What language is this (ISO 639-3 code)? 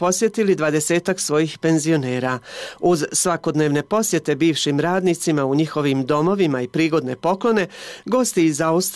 bos